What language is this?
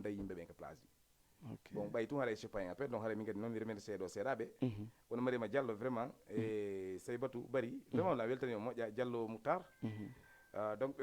Fula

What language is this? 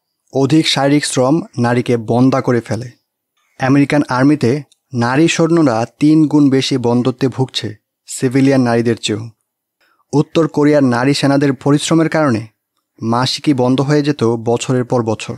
Bangla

